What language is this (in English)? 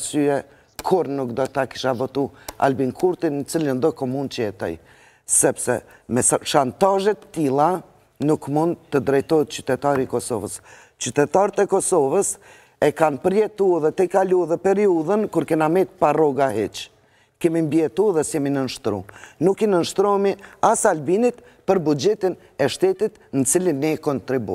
Albanian